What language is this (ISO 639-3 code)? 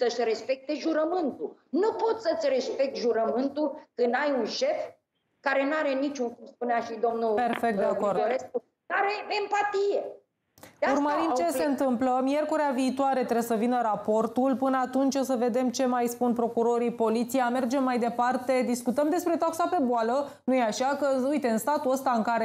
ron